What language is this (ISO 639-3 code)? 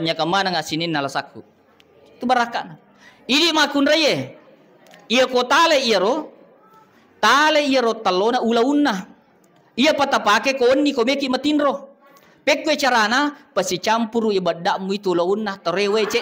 bug